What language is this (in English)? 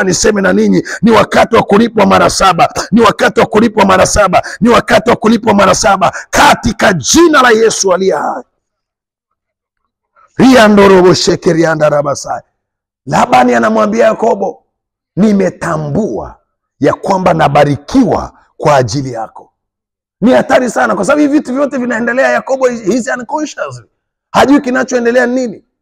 Swahili